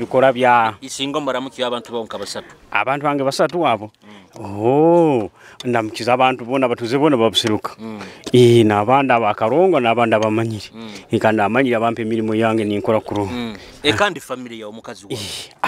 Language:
Nyoro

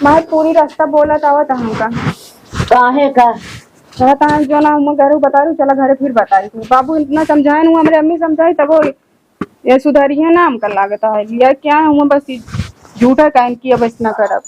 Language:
Awadhi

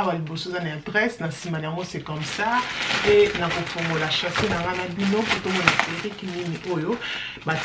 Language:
Lingala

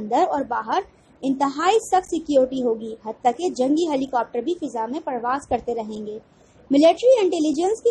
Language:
Urdu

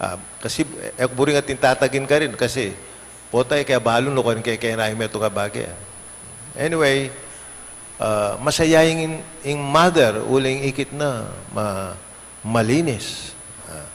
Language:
Pampanga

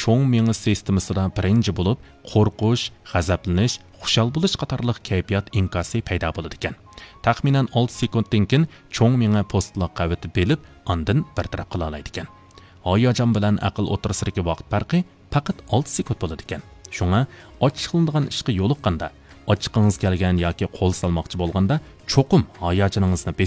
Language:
Uyghur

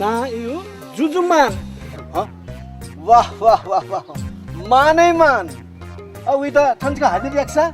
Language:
Newari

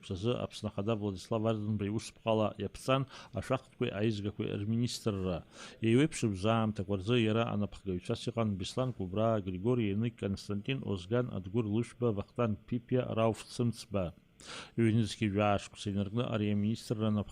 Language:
Abkhazian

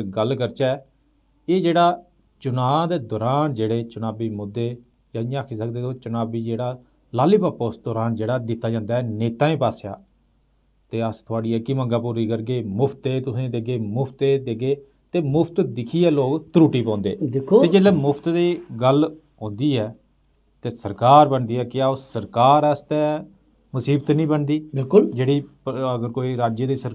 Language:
Dogri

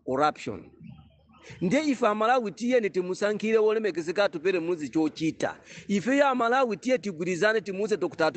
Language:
Nyanja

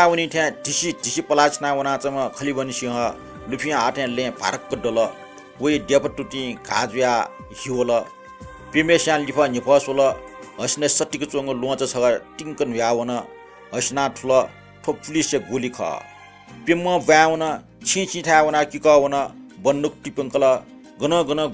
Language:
Newari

